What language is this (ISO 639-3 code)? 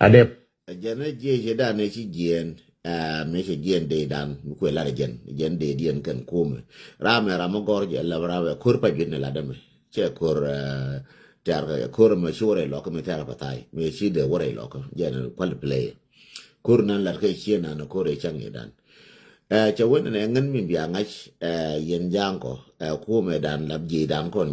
nus